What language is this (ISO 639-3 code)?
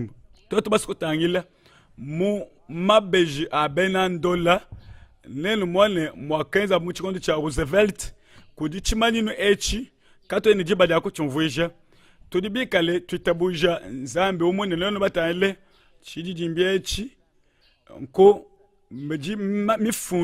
lua